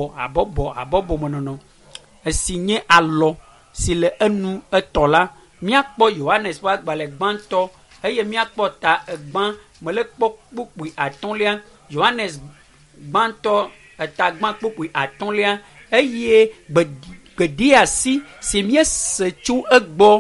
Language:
Ewe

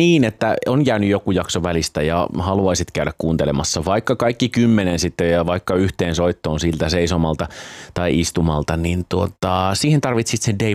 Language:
Finnish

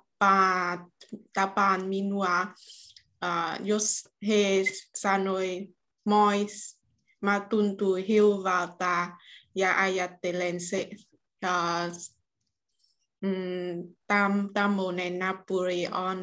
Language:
Finnish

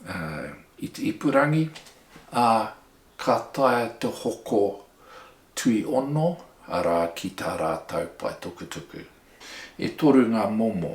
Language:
Māori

